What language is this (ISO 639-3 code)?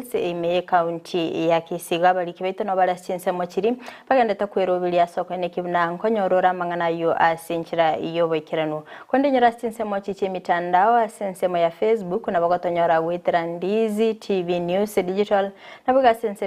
guz